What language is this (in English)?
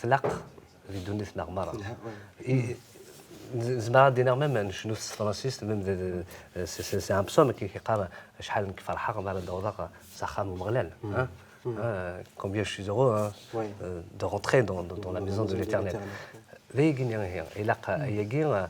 Kabyle